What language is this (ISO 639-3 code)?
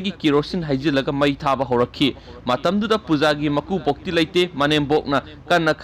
mni